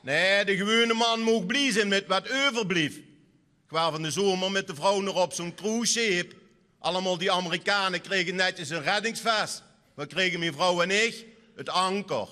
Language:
Limburgish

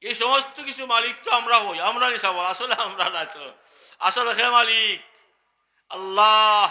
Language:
Sylheti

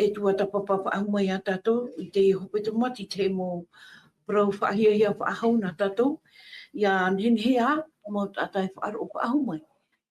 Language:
Tahitian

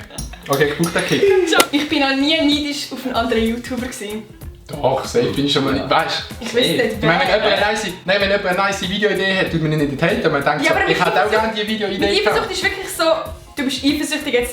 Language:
Swiss German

